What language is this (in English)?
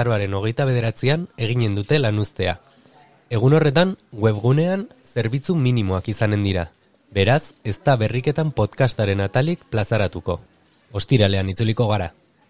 Basque